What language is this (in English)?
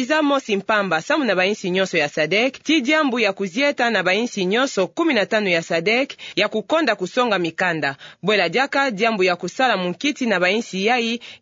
Kituba (Democratic Republic of Congo)